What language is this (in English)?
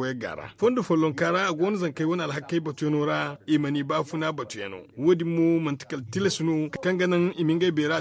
Zarma